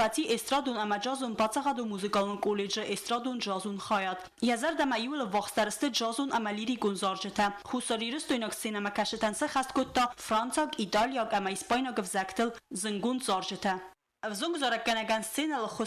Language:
Ossetic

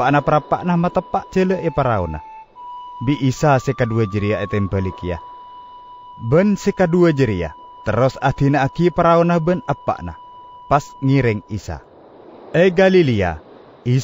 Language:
Madurese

